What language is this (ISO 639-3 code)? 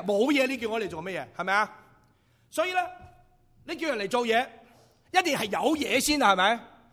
yue